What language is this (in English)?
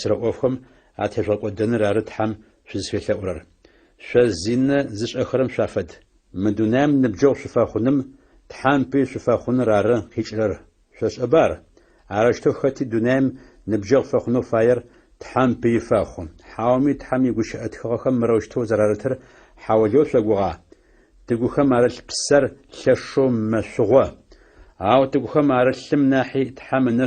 Adyghe